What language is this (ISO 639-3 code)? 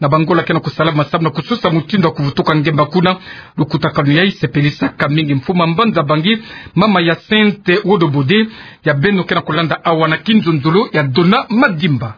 ktu